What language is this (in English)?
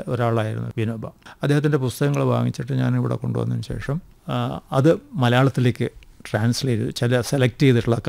Malayalam